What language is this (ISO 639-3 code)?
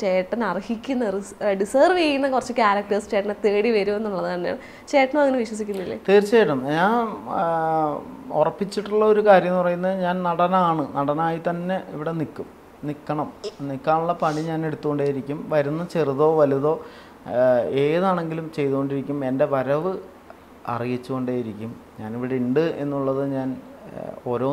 mal